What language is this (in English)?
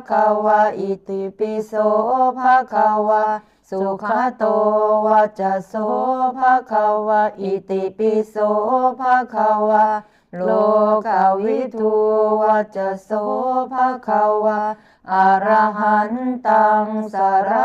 Pali